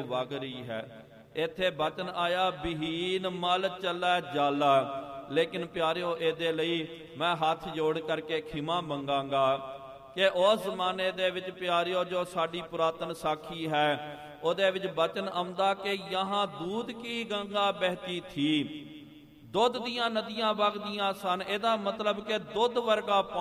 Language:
Punjabi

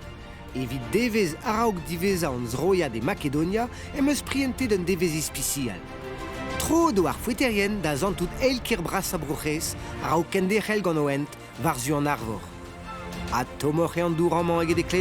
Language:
Breton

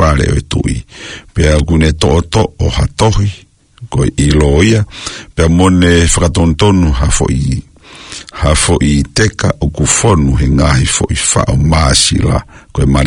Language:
Tongan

